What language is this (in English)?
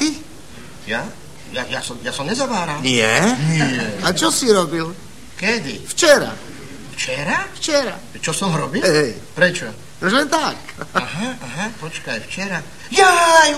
Slovak